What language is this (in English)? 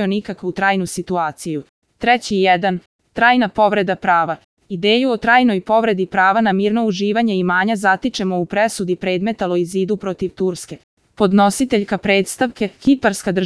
Serbian